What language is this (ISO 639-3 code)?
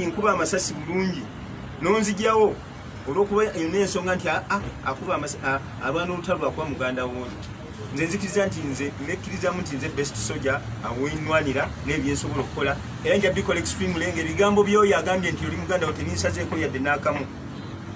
lug